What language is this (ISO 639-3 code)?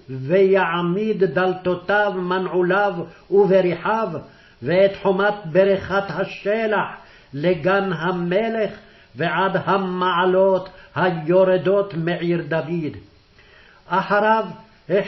heb